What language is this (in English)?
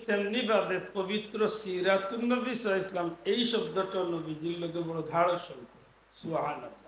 Sylheti